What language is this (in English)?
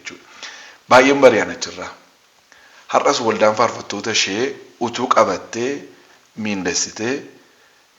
Oromo